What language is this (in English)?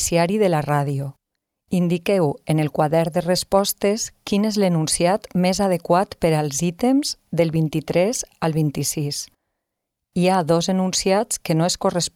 Catalan